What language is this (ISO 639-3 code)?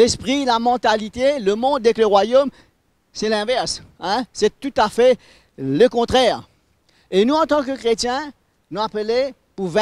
mfe